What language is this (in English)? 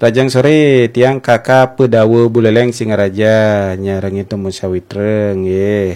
Balinese